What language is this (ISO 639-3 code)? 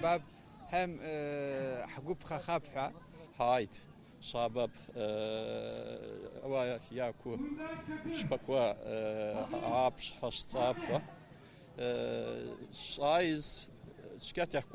abk